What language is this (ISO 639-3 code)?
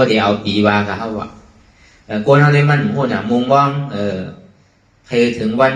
shn